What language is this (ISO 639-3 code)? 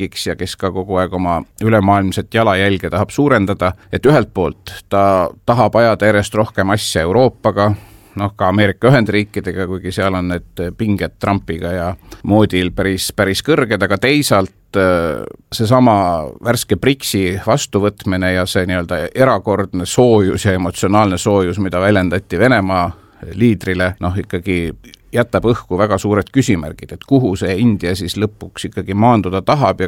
est